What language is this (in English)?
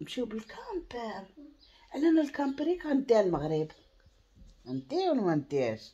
Moroccan Arabic